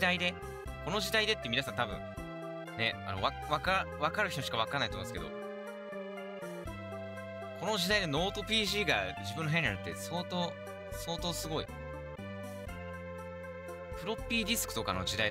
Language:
Japanese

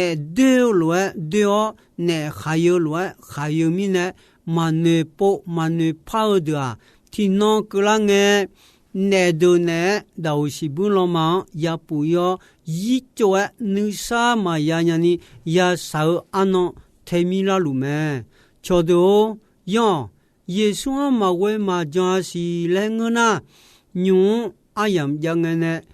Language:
Akha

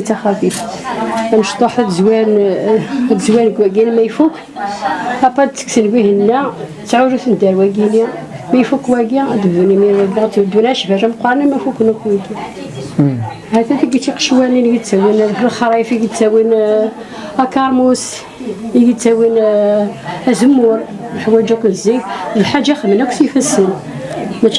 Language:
Kabyle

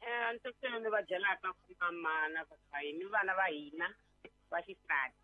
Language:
Tsonga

